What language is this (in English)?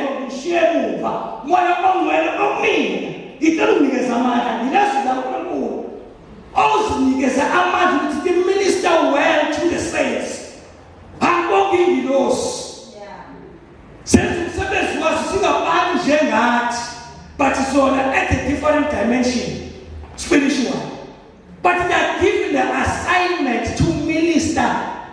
Zulu